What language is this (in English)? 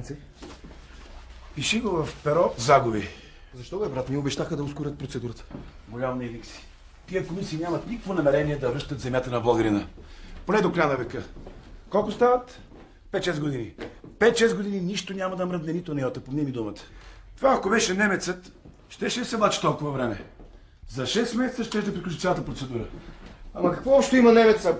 Bulgarian